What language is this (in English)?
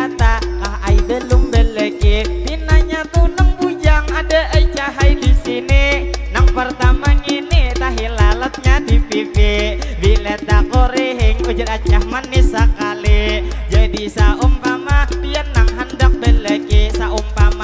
Banjar